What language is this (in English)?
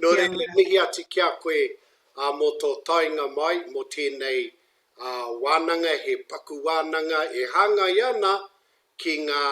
Māori